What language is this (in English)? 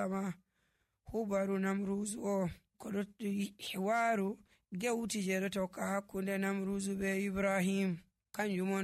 Nigerian Fulfulde